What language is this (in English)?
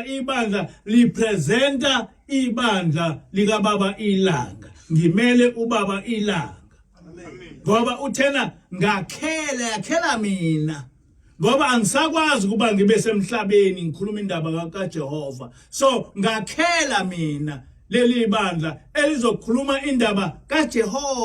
Zulu